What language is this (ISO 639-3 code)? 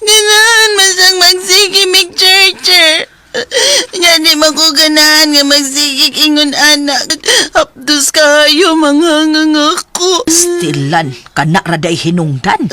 ceb